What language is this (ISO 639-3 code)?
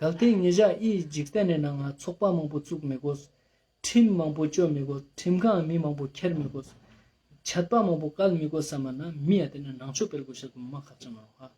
lbj